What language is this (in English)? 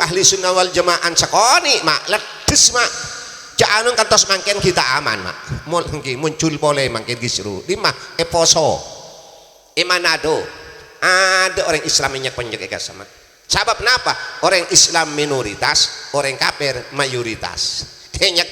Madurese